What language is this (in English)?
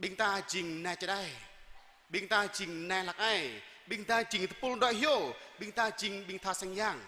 Jarai